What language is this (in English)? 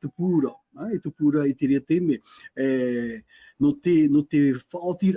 Tahitian